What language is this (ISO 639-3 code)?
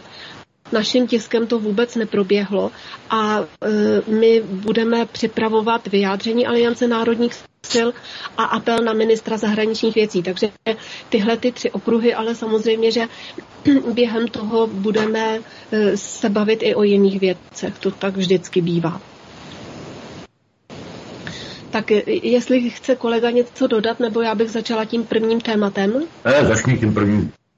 ces